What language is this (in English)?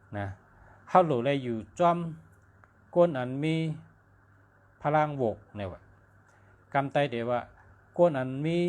Shan